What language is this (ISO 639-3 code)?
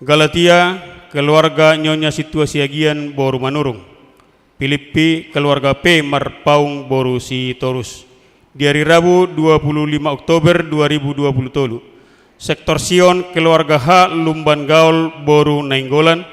bbc